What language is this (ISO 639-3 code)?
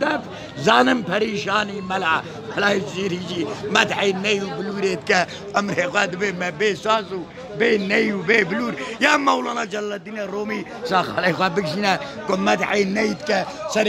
kur